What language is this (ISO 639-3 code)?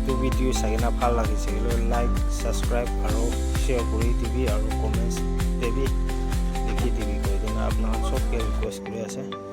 nag